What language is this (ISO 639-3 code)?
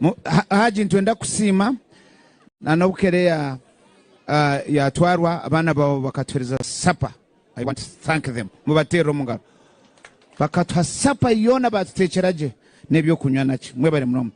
nyn